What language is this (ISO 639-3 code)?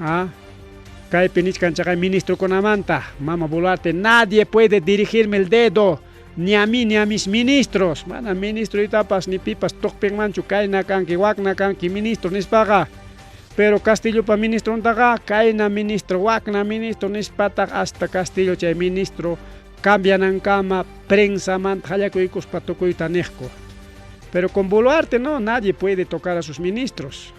quy